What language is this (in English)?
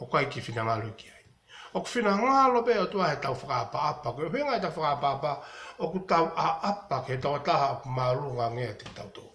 Tongan